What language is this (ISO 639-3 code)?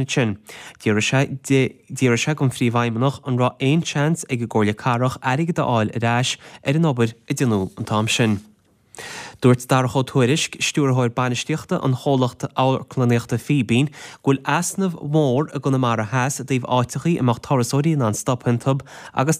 gle